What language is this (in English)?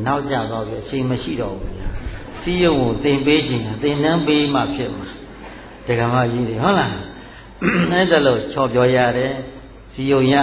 Burmese